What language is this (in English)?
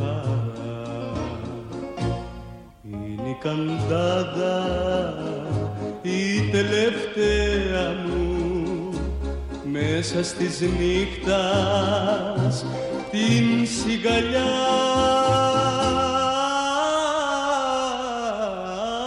Greek